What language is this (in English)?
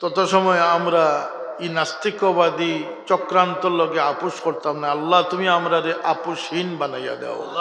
Sylheti